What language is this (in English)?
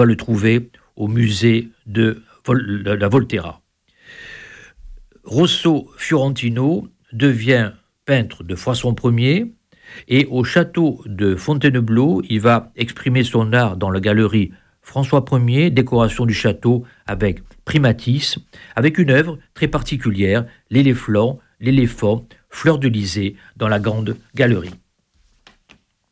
French